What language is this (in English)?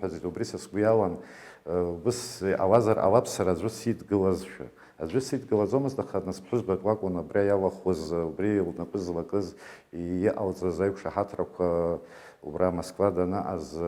Abkhazian